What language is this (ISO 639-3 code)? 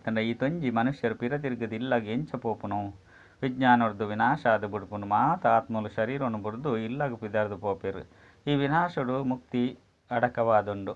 tcy